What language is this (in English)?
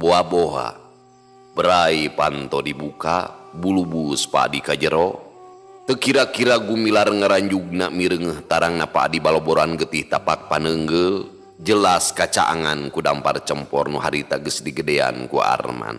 Sundanese